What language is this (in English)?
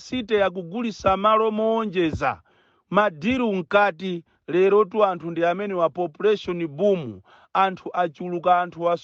Nyanja